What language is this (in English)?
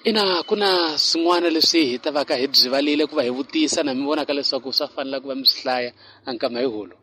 Tsonga